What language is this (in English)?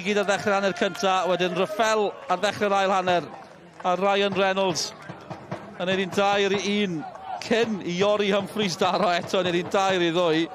Welsh